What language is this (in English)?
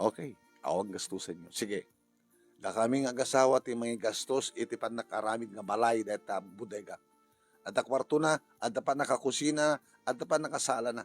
Iloko